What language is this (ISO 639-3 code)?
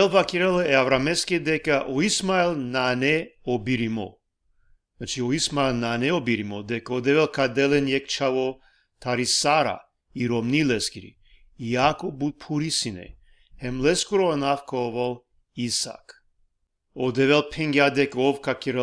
rmn